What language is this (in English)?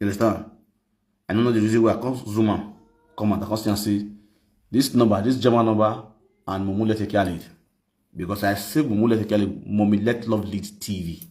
Nigerian Pidgin